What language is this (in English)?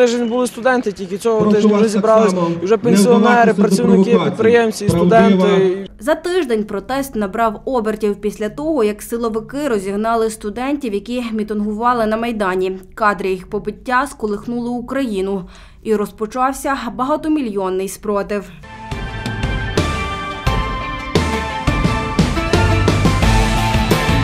Ukrainian